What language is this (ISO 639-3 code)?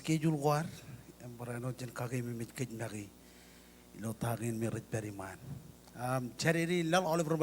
mah